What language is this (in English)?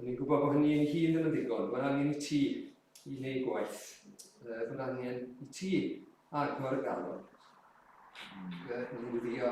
Welsh